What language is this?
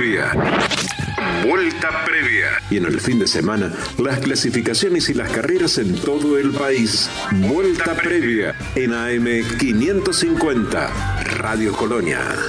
Spanish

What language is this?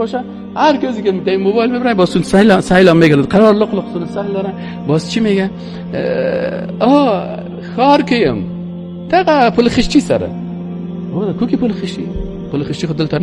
Persian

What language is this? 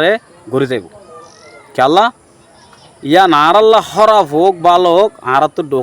Rohingya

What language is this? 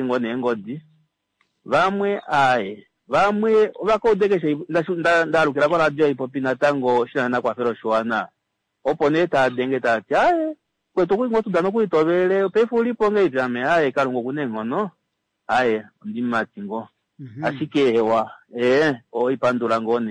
Kuanyama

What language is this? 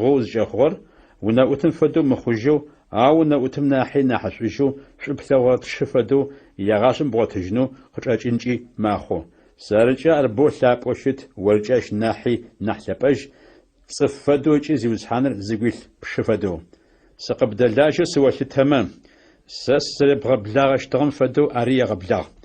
Adyghe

